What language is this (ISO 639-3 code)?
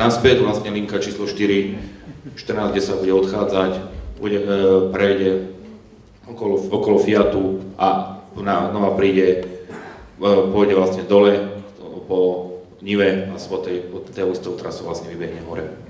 slk